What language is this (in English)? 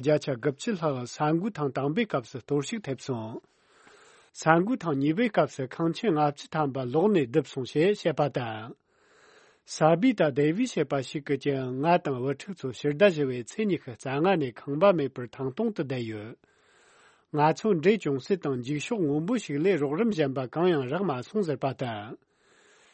Tibetan